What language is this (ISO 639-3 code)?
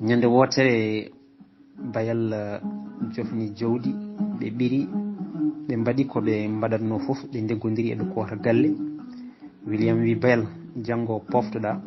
ful